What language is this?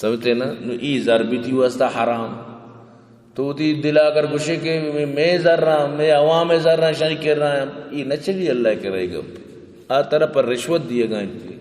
Baluchi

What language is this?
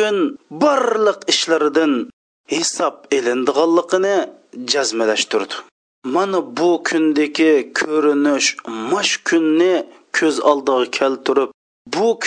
Uyghur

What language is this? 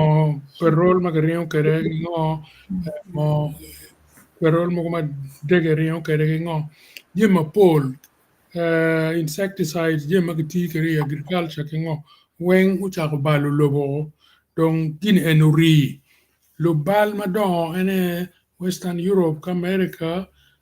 Acoli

